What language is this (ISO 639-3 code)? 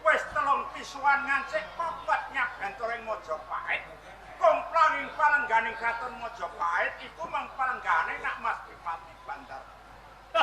jav